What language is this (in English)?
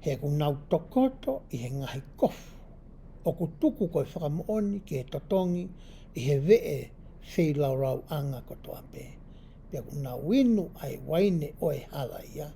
Tongan